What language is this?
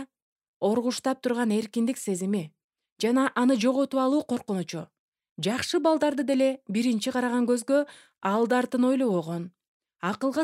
Kyrgyz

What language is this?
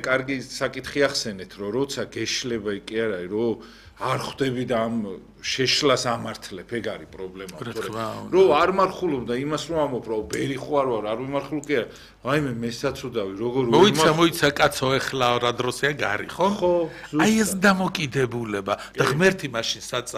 Georgian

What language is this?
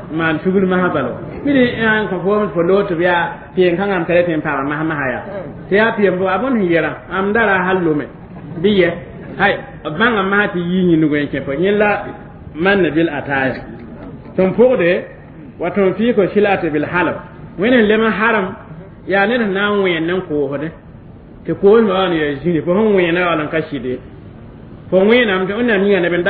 Mossi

